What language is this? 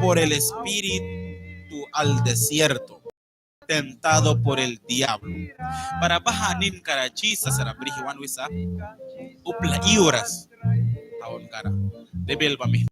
Mískito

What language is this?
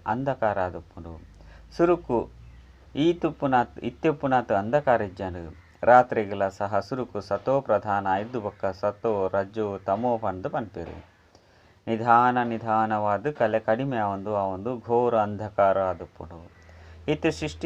Tulu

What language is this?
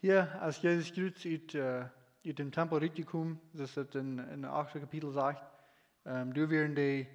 Plautdietsch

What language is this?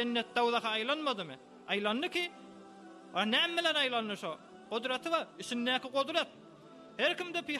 Turkmen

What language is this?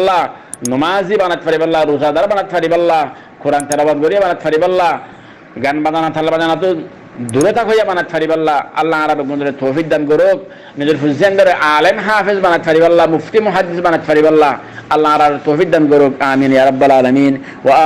Rohingya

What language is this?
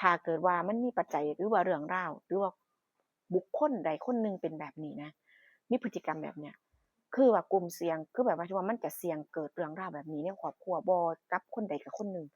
Northeastern Thai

